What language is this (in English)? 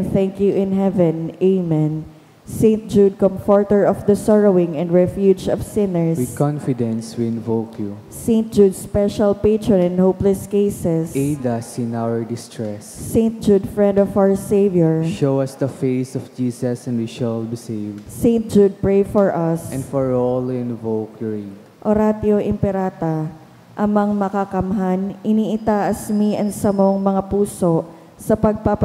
Bikol